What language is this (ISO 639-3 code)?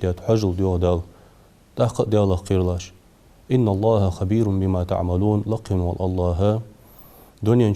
inh